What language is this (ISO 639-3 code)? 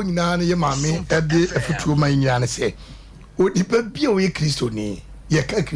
aka